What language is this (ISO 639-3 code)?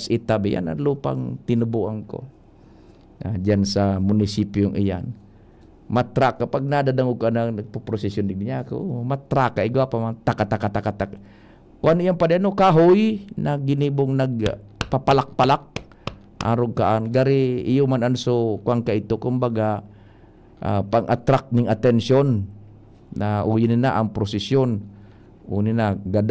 bik